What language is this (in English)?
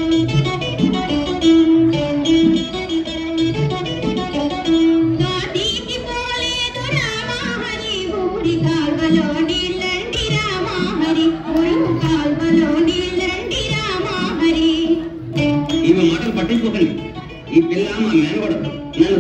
Telugu